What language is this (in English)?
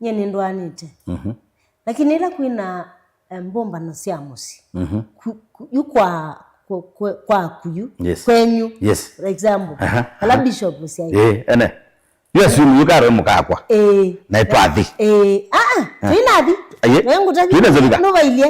Kamba